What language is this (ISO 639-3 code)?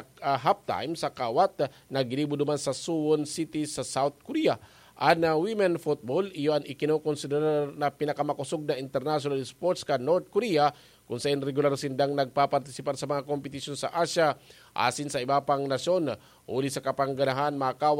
bik